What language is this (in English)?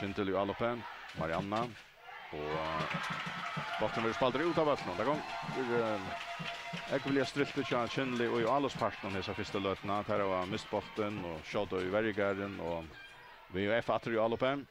Faroese